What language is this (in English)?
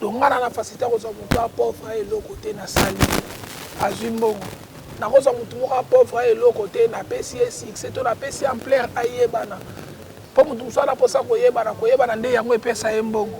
Lingala